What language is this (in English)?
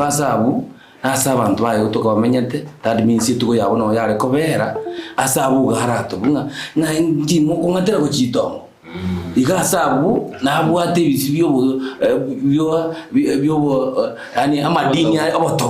Gusii